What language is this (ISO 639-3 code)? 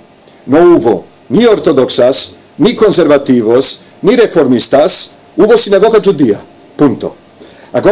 lad